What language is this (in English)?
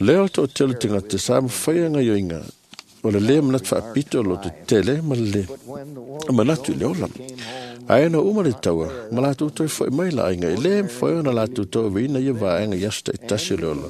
Samoan